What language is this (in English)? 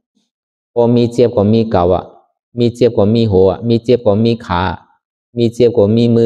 Shan